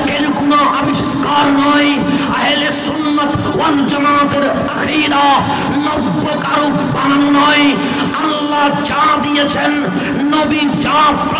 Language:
Bangla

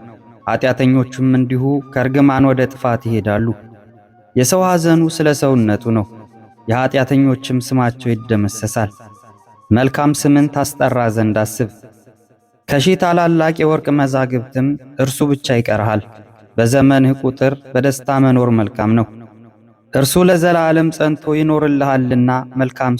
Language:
Amharic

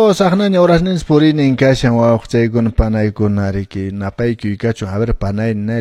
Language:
Quechua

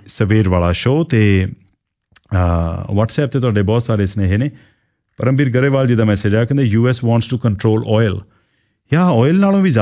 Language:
Punjabi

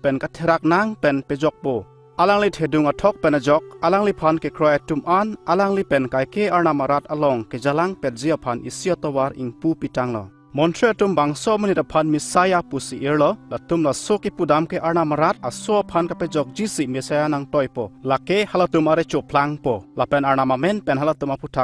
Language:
Karbi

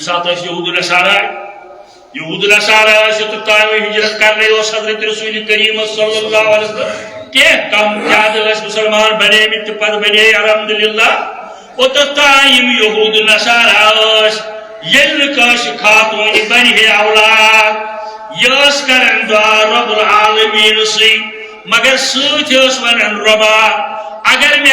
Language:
Kashmiri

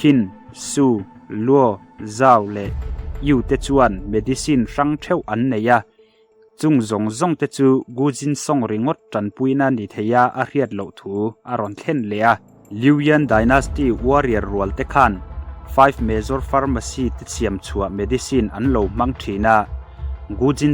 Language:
Mizo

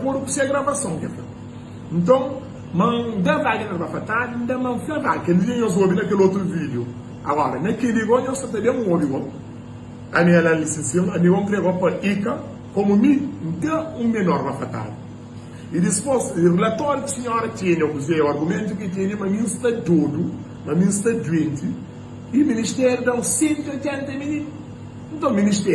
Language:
Kabuverdianu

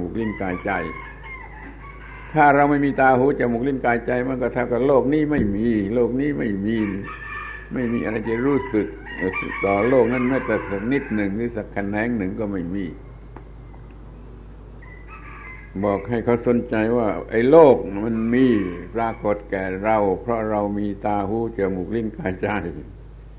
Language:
Thai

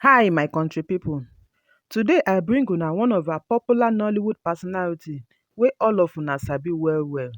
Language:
Nigerian Pidgin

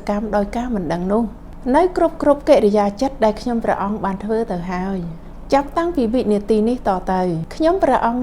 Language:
Khmer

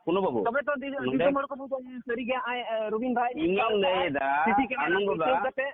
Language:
Santali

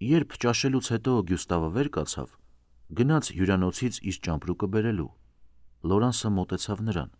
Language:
Armenian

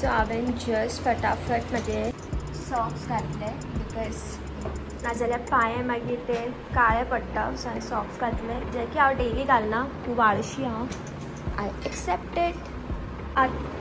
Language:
Konkani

